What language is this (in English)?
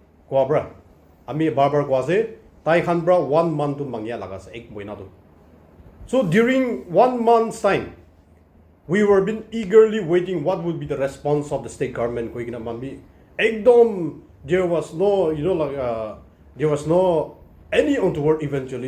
Naga Pidgin